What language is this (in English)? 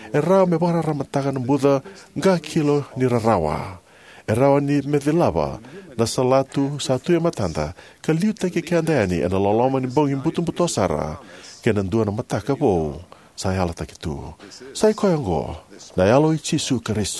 Fijian